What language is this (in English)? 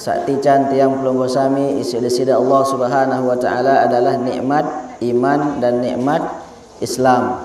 Sasak